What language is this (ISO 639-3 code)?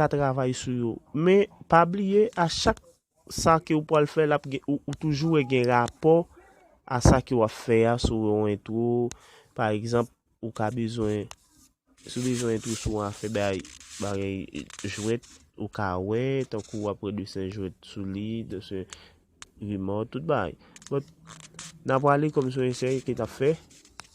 hat